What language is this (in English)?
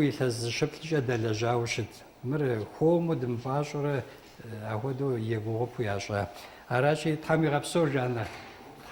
Kabardian